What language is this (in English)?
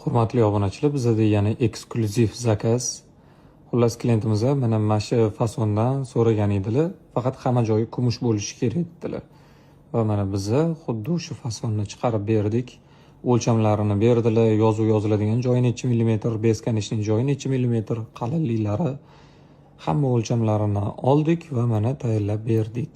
Uzbek